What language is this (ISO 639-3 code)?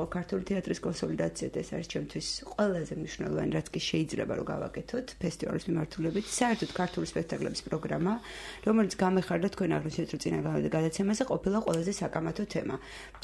kat